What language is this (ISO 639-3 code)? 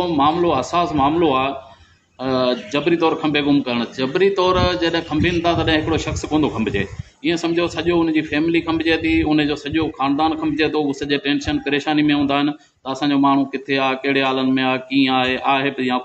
snd